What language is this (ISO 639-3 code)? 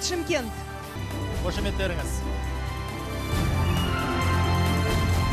kaz